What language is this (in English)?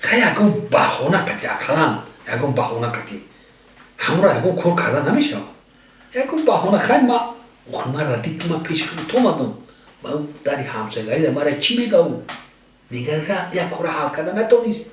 Tajik